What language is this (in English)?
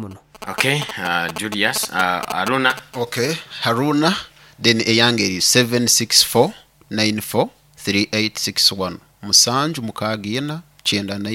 Nyoro